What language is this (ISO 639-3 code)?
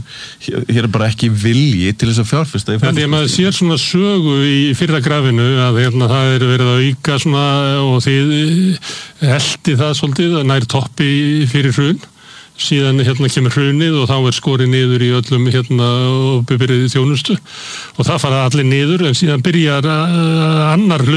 isl